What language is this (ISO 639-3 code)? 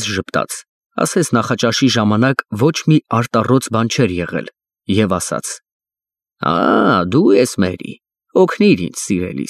hye